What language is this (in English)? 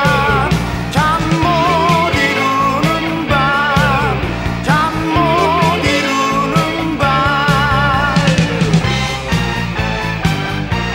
Korean